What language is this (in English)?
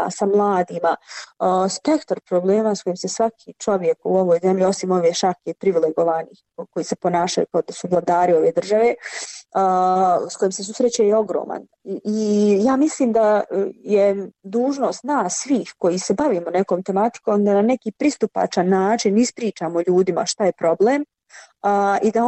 Bosnian